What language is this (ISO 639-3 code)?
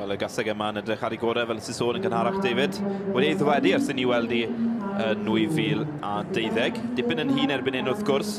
cym